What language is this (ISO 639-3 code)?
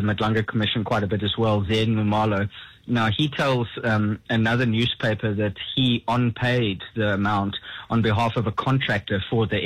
eng